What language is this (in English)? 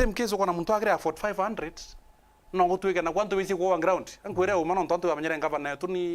Meru